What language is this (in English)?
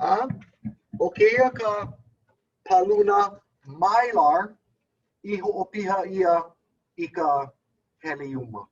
Hawaiian